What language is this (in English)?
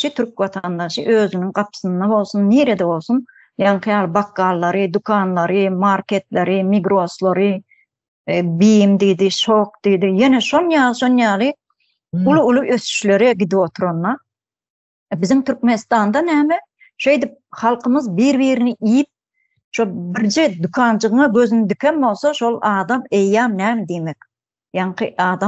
Turkmen